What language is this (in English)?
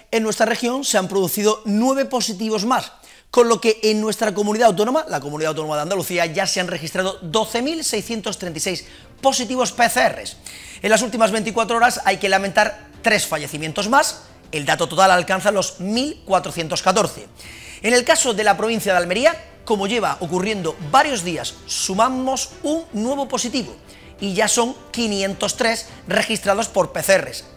Spanish